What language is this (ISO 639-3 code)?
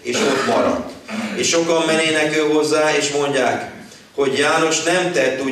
hun